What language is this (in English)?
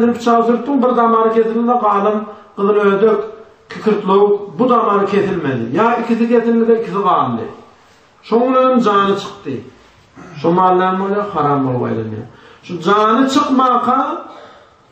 Turkmen